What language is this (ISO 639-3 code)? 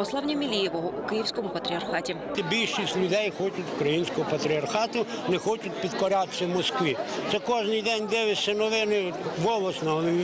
ukr